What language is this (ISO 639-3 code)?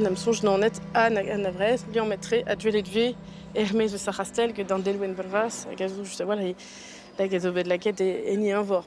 bre